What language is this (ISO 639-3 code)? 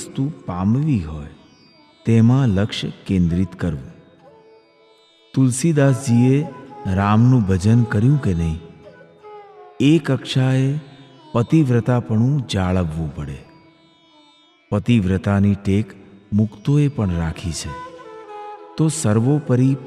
guj